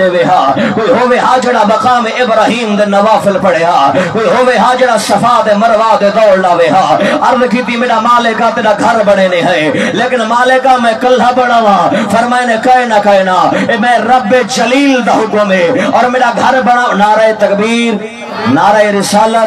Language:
Saraiki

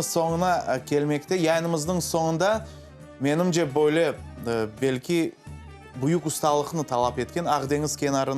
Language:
Crimean Tatar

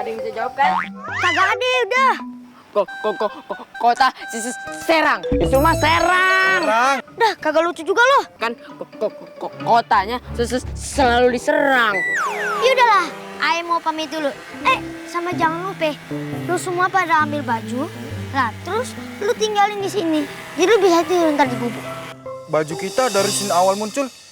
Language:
Betawi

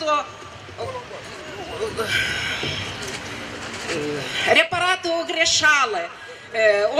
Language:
Romanian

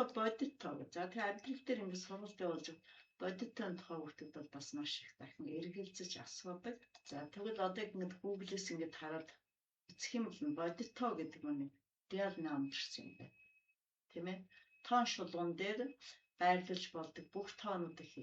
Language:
Mongolian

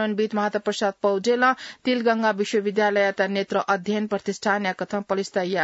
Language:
Newari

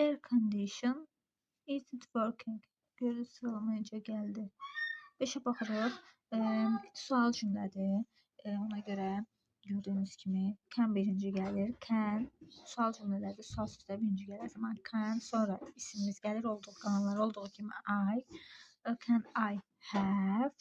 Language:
Azerbaijani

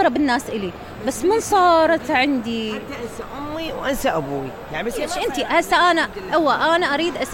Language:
Mesopotamian Arabic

